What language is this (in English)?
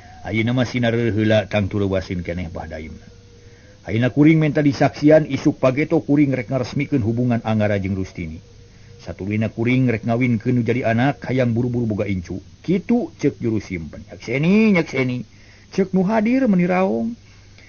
Sundanese